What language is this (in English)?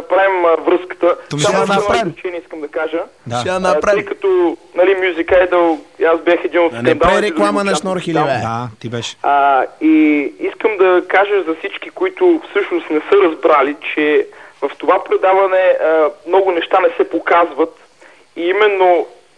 Bulgarian